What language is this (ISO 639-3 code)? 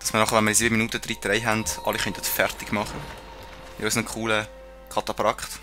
gsw